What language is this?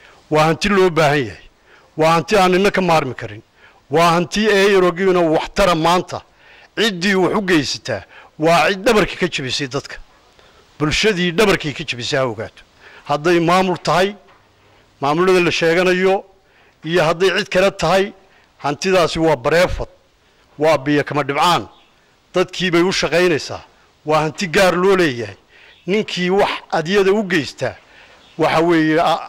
Somali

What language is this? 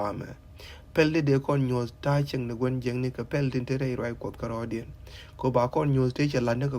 Nuer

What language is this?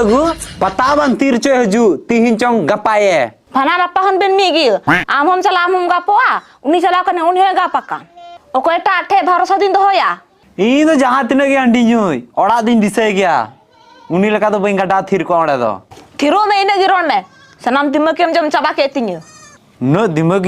Santali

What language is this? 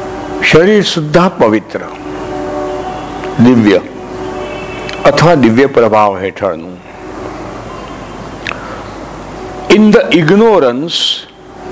Gujarati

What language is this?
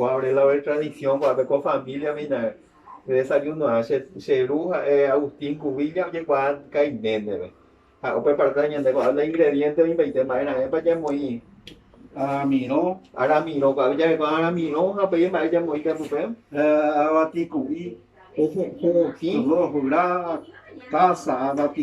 Guarani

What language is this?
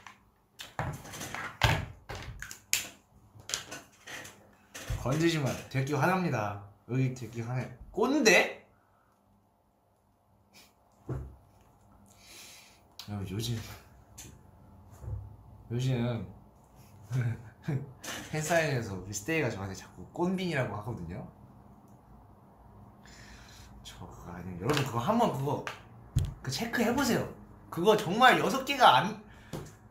Korean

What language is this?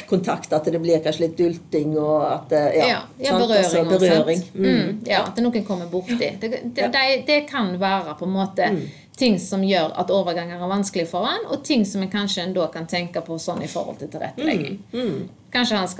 Norwegian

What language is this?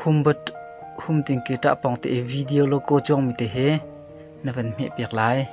Hakha Chin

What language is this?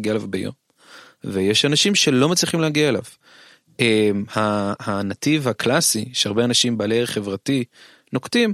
Hebrew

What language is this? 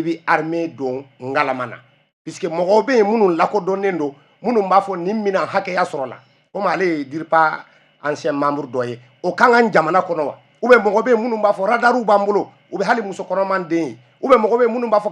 Bambara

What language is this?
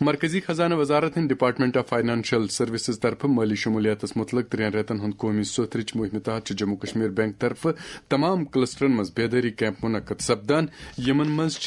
Kashmiri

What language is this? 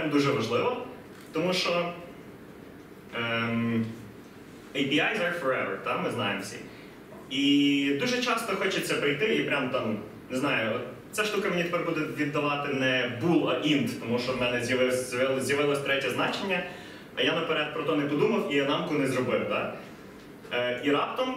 Ukrainian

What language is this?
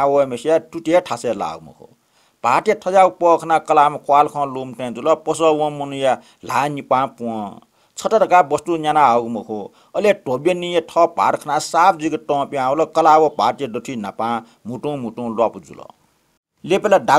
Newari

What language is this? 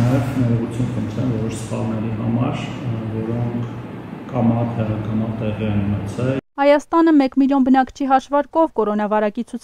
Armenian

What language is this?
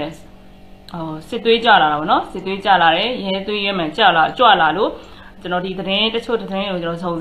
Burmese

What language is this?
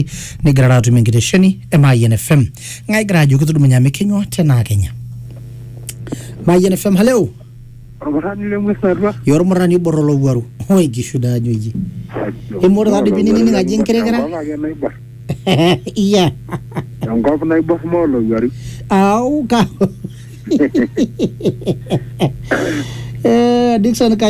Masai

